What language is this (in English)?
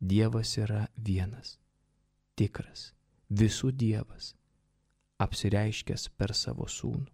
Lithuanian